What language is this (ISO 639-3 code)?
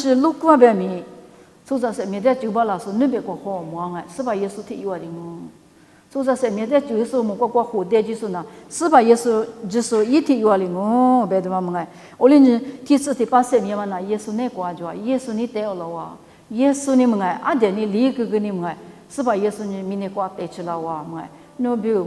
lis